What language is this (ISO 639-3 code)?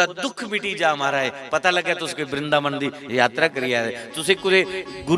doi